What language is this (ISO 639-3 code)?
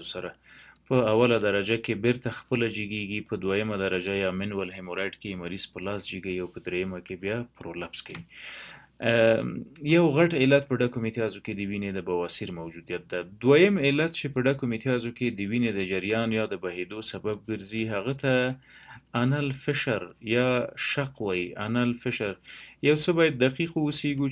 pus